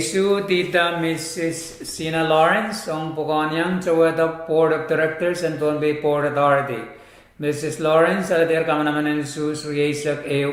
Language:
Pohnpeian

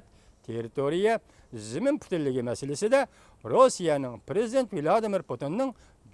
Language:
Uyghur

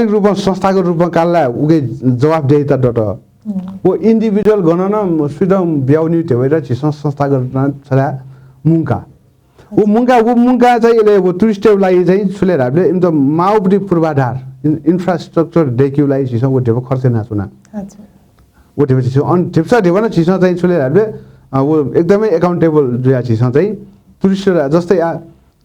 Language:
Newari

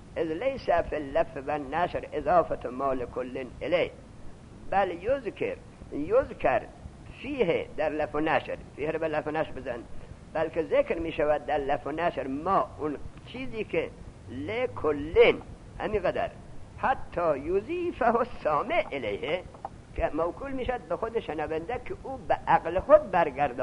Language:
Persian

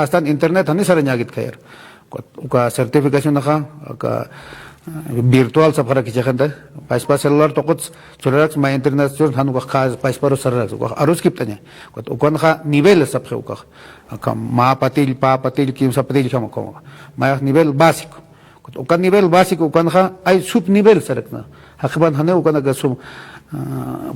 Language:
Aymara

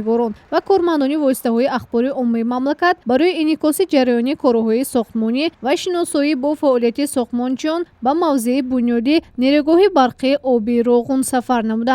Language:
Tajik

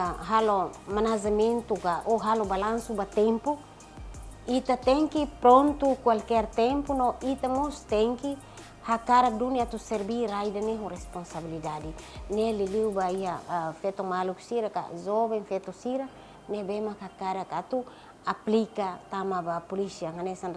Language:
Tetum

